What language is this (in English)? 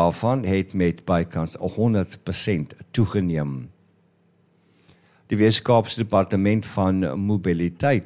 Afrikaans